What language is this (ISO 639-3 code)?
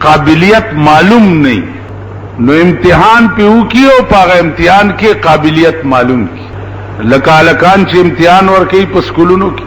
pus